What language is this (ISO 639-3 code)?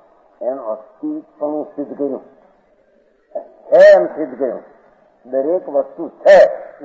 guj